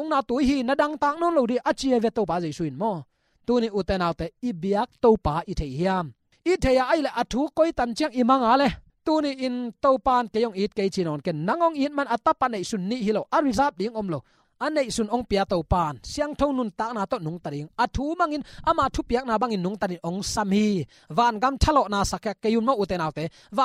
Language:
Tedim Chin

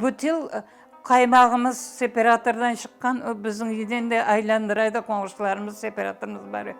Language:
Crimean Tatar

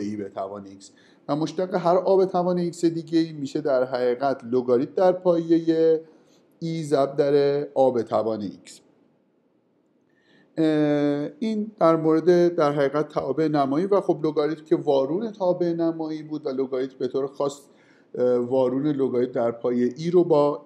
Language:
Persian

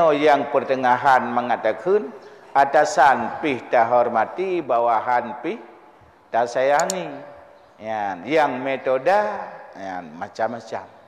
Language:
Achinese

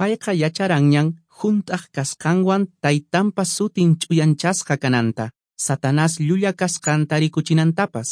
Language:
Quechua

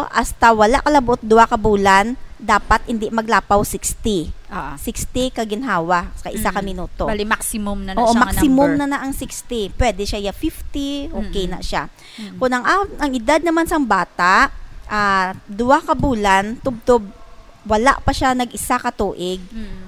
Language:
Hiligaynon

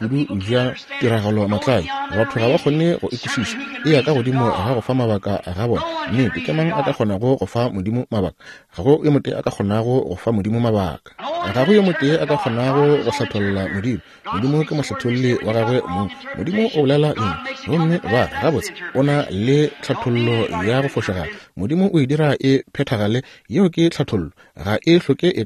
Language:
Northern Sotho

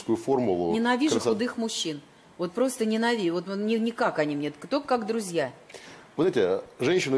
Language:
Russian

